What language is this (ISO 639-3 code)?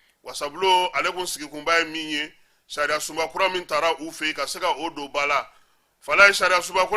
bam